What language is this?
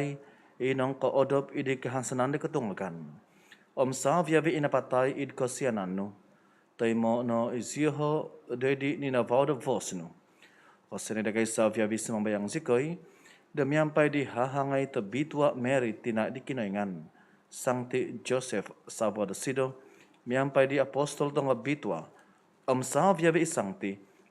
Central Dusun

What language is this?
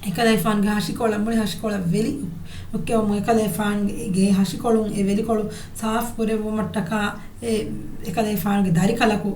Divehi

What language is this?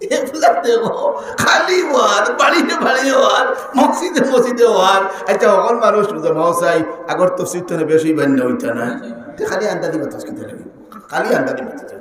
Sylheti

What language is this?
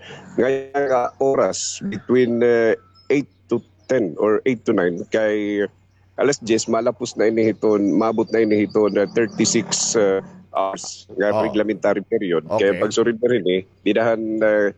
Waray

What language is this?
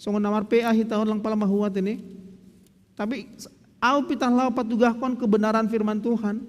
Batak Simalungun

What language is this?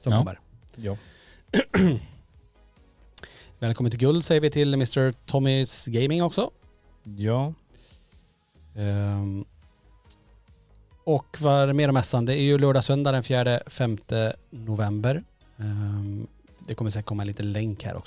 Swedish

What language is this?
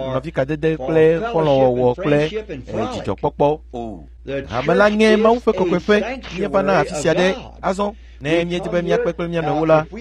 Ewe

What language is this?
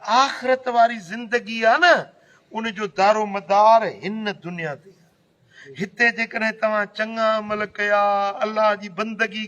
Sindhi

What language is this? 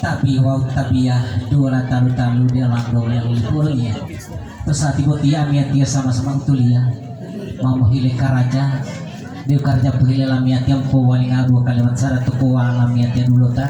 Gorontalo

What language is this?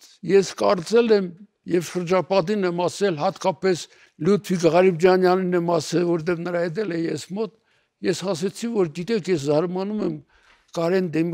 Armenian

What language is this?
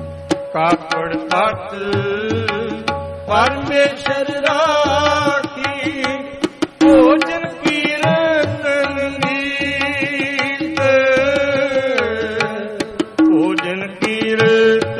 Punjabi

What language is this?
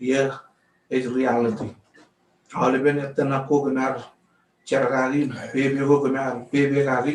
Marshallese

